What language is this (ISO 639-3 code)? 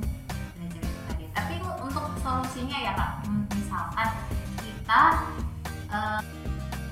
ind